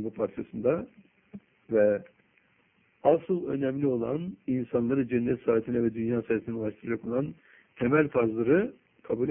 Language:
Turkish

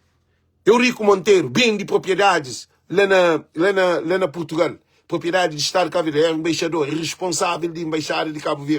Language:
Kabuverdianu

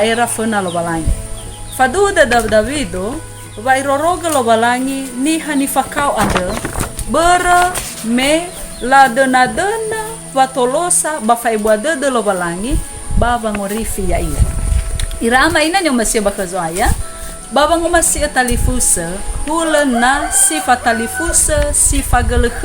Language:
Nias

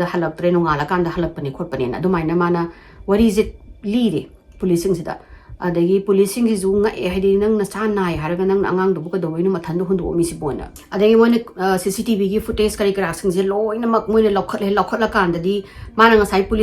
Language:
Manipuri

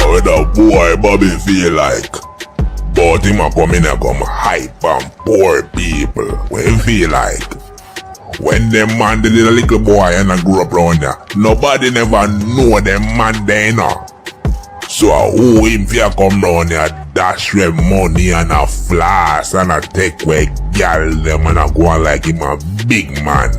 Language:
Jamaican Creole English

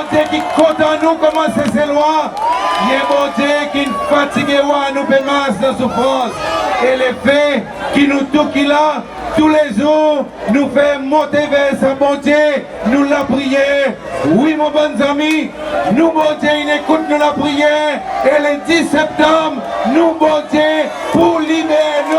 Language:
Seselwa Creole French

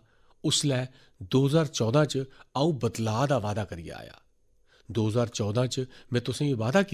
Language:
Dogri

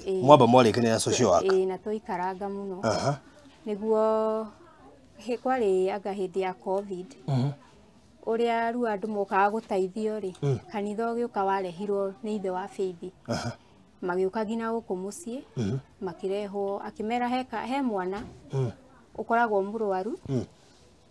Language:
Kikuyu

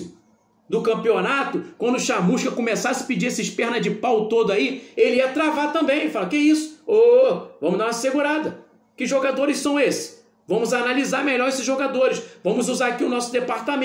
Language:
Portuguese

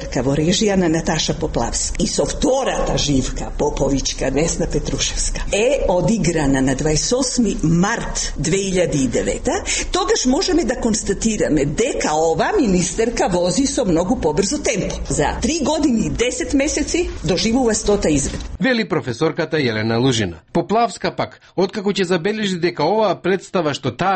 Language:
Macedonian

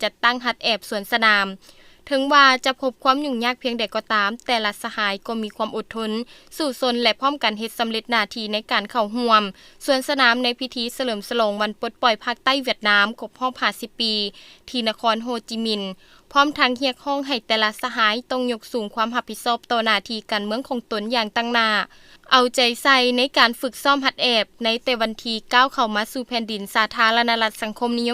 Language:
Lao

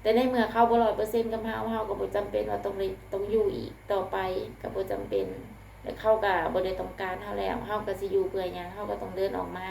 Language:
Lao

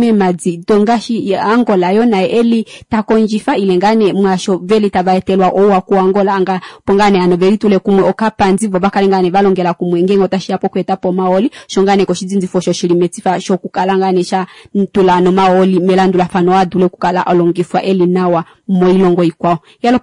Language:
Kuanyama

